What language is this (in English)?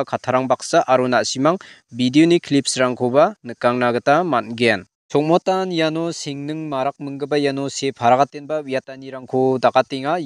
Garo